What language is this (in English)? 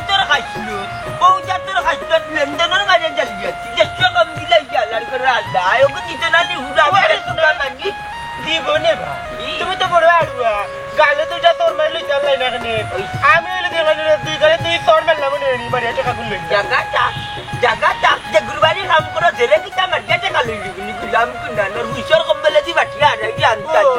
Sylheti